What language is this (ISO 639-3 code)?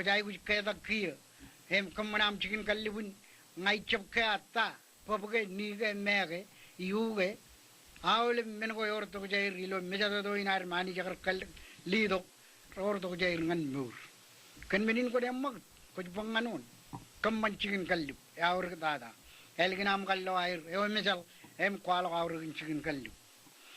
mah